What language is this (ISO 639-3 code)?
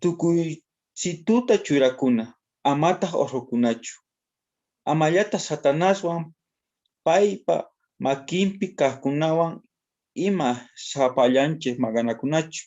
quh